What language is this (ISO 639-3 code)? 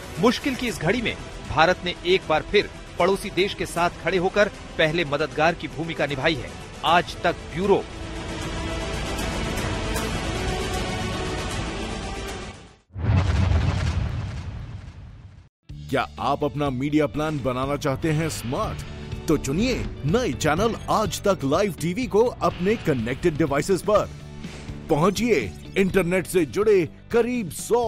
hin